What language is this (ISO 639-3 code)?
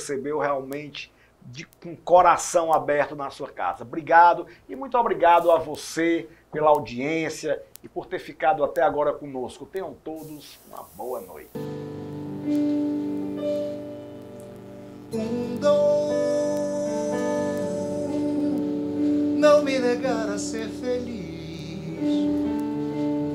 por